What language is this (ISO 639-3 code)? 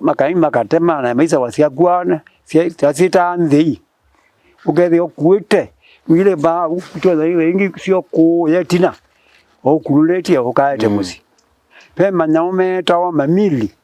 kam